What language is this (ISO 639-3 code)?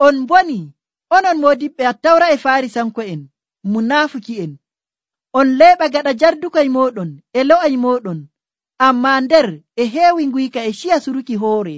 fuv